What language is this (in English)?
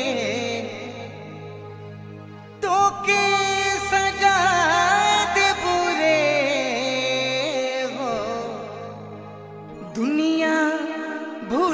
Sadri